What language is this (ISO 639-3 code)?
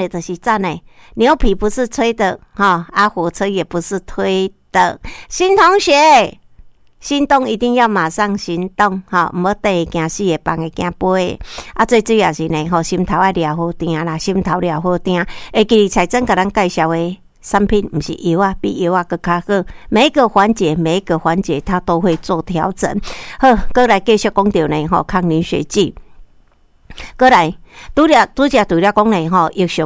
nan